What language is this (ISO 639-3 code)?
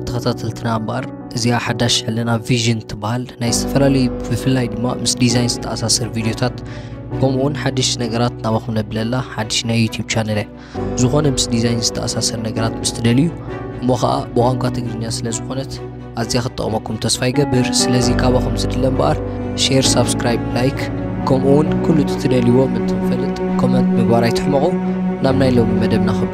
tir